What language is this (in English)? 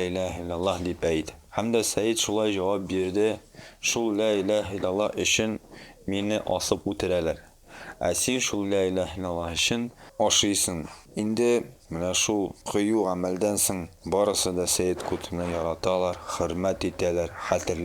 Tatar